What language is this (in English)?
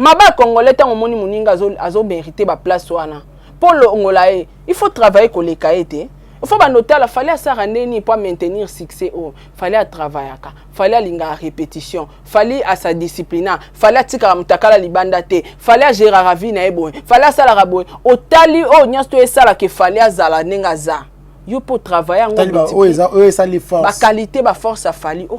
Lingala